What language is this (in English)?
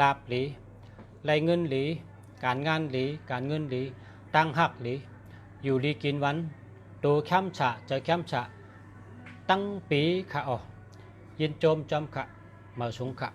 Shan